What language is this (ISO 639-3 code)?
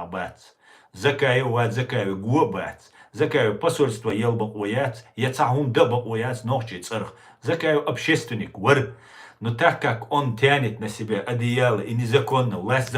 che